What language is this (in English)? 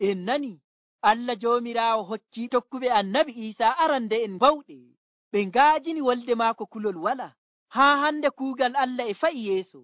Nigerian Fulfulde